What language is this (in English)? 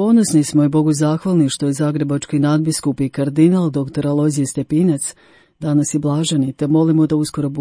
Croatian